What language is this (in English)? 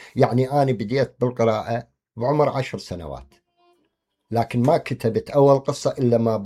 Mesopotamian Arabic